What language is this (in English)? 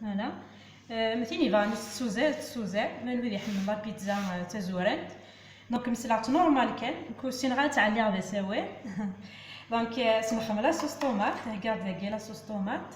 Kabyle